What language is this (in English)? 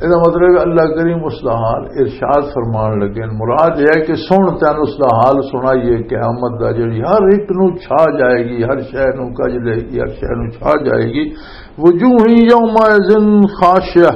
Western Panjabi